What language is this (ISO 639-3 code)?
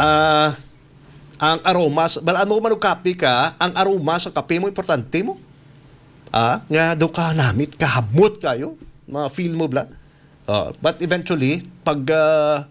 hil